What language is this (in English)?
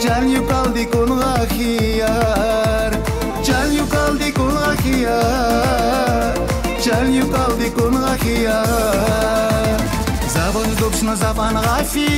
Tabassaran